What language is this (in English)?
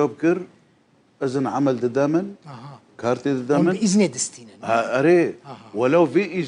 Kurdish